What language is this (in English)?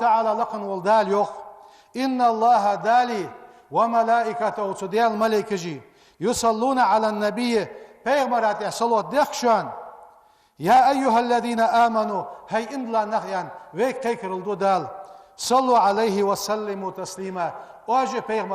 Ingush